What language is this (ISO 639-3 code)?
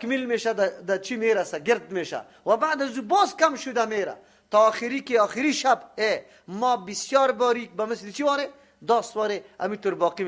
fas